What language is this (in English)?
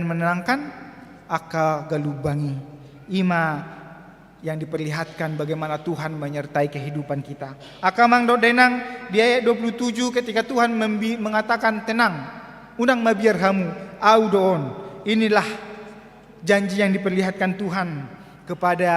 Batak Toba